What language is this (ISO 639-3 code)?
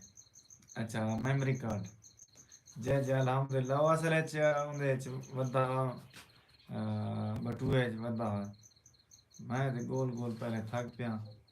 skr